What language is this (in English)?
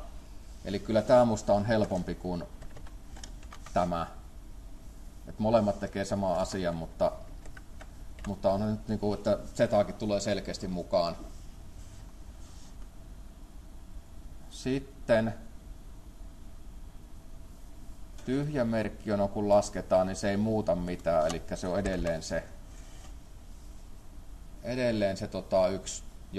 Finnish